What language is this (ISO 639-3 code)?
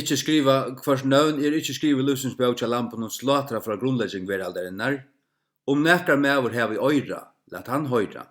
fao